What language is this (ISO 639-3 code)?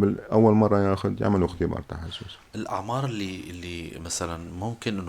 apc